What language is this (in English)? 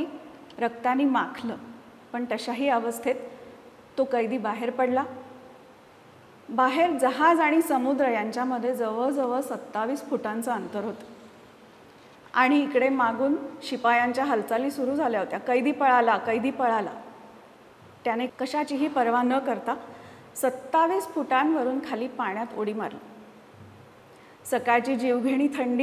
Marathi